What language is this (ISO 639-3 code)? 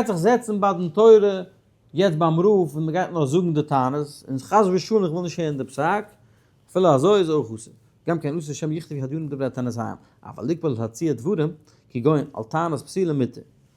yid